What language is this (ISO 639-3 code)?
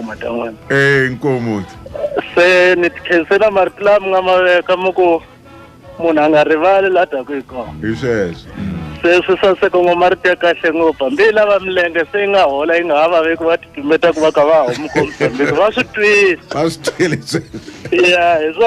tso